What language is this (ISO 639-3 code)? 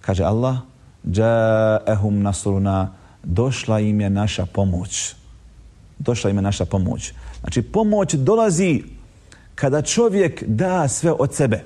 bos